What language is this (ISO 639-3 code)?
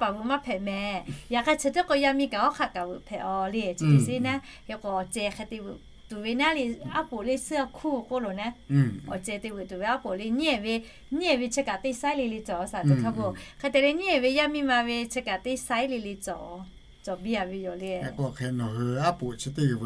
lhu